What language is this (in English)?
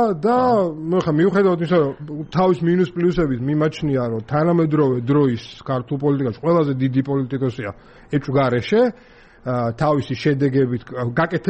Georgian